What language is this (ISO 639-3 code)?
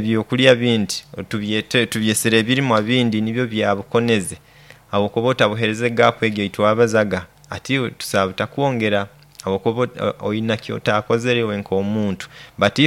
nyo